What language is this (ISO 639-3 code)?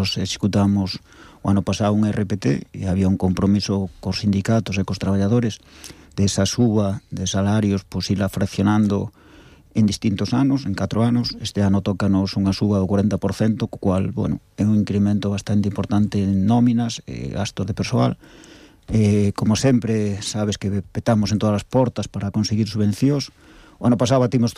glg